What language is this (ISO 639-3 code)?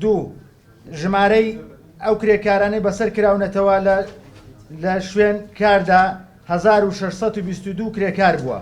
ckb